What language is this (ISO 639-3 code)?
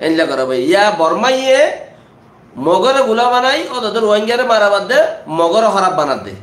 rhg